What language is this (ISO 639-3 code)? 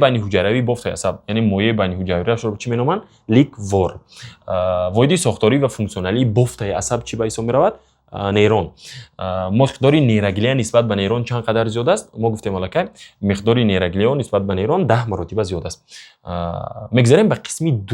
tgk